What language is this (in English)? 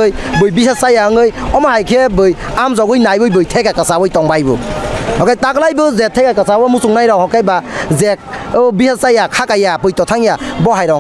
Kok Borok